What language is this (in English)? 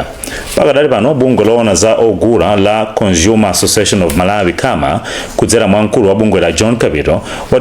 Nyanja